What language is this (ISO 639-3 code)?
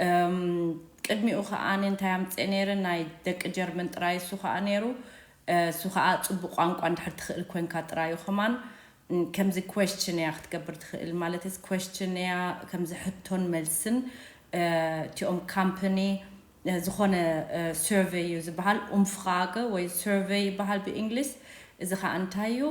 tir